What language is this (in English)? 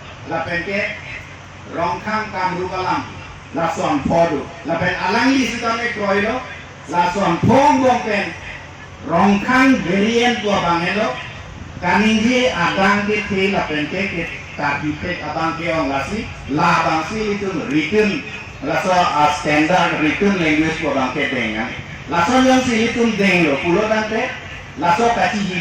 Karbi